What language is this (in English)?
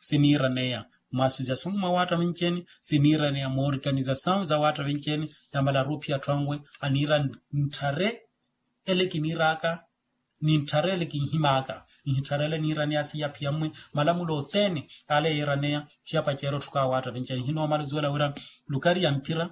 Makhuwa